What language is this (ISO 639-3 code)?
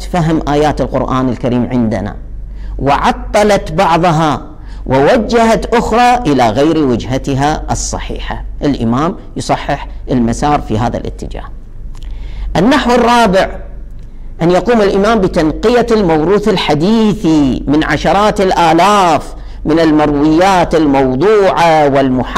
ara